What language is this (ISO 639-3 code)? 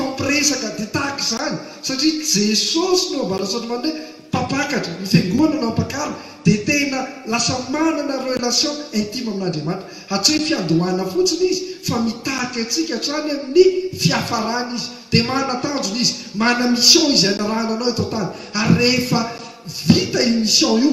mlg